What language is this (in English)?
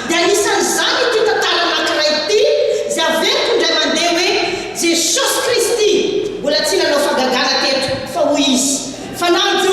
Malagasy